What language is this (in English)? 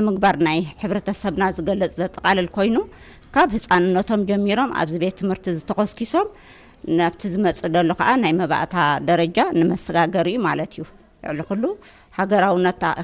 Tigrinya